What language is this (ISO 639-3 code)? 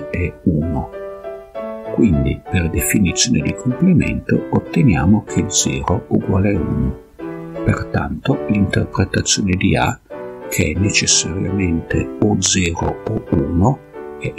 ita